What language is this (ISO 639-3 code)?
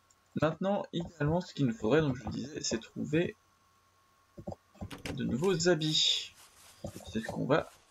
fra